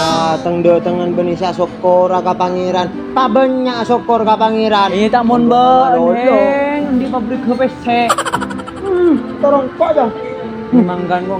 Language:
Madurese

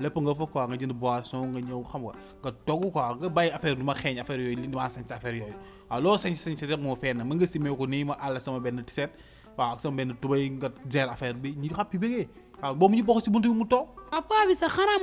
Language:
Wolof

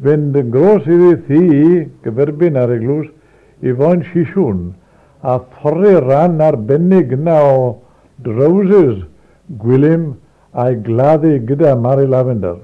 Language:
Welsh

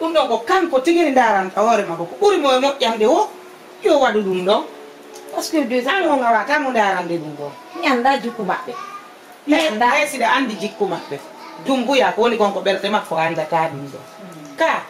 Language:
Fula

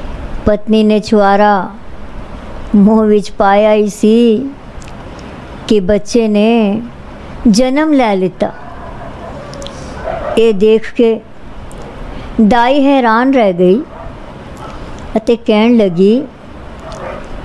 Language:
Punjabi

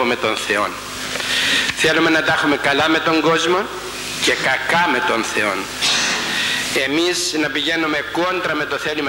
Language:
Greek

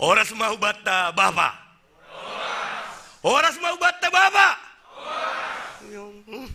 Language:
Batak Simalungun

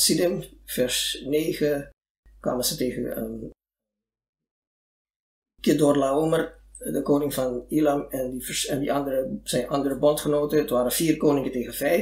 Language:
Dutch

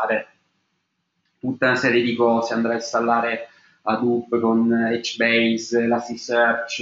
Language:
Italian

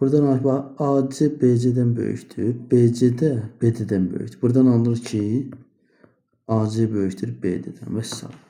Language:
Azerbaijani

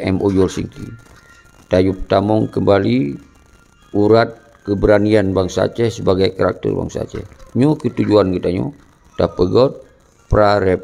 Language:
Achinese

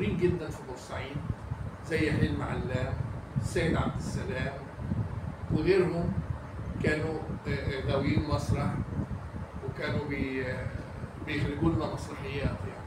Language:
Egyptian Arabic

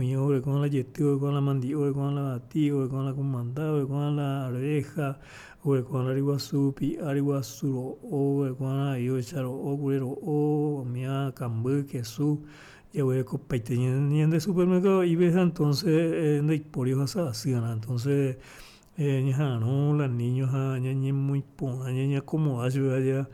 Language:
Guarani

